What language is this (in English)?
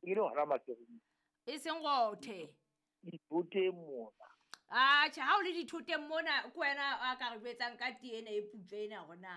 Southern Sotho